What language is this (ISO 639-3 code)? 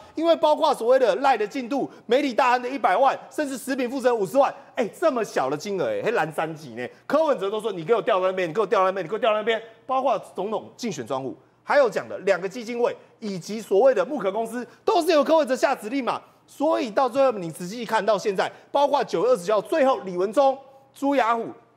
zho